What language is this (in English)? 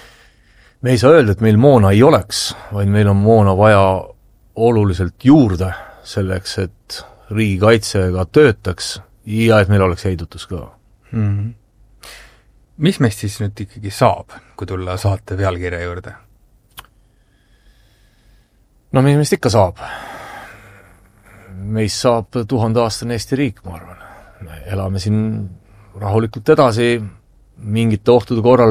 Estonian